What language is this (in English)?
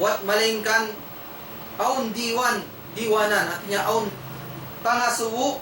Tausug